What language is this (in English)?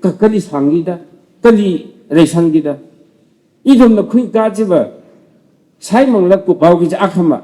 Tangkhul Naga (India)